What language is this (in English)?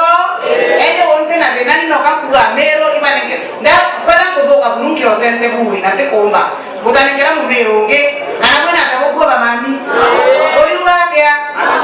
Meru